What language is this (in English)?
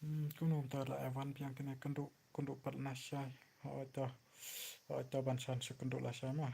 Khasi